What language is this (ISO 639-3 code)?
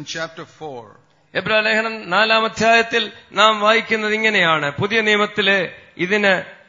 mal